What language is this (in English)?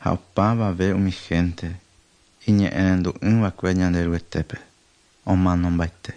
Guarani